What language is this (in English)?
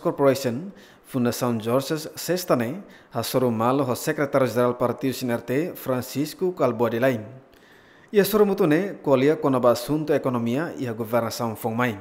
Tetum